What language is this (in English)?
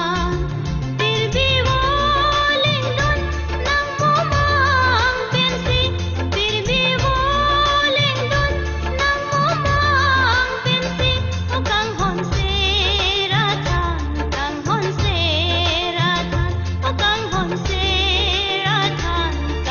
Karbi